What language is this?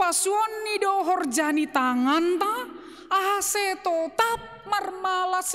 Batak Simalungun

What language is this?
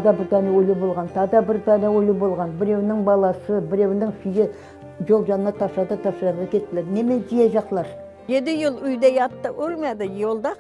Crimean Tatar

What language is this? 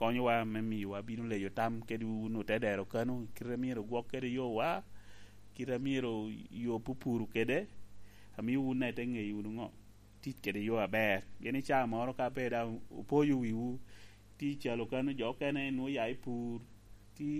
Lango (Uganda)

